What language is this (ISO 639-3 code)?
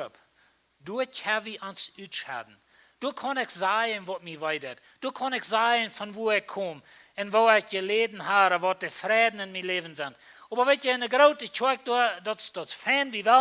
pdt